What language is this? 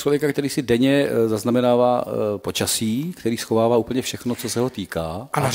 Czech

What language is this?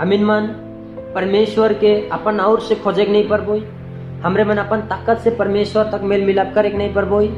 Sadri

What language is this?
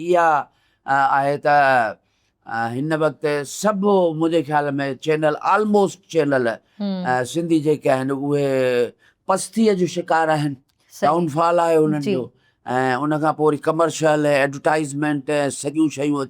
Sindhi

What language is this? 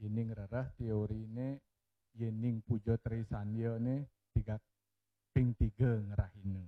Balinese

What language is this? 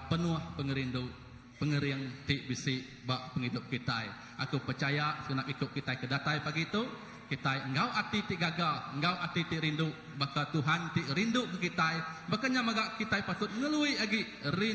Iban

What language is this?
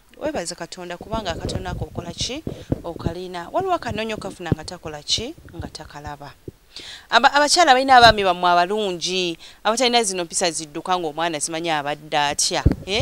Ganda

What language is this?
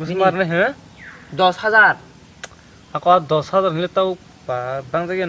Kok Borok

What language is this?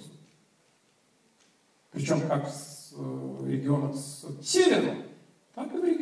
Russian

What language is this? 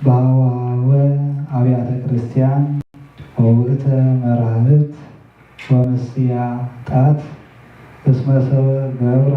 Geez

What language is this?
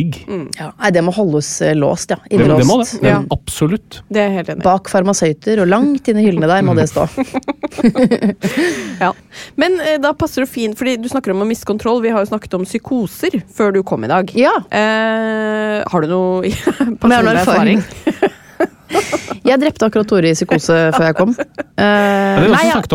Norwegian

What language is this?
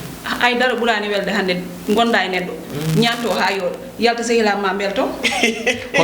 Fula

